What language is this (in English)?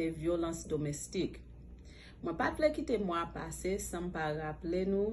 Haitian Creole